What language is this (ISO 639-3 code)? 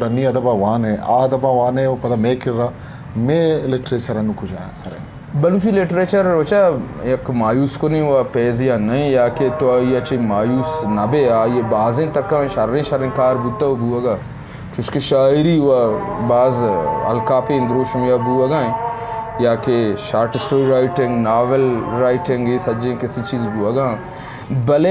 bgp